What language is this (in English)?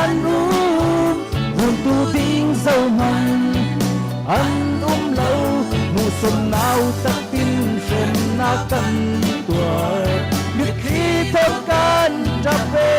Falam Chin